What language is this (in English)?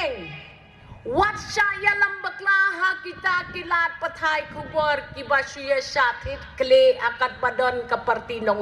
Khasi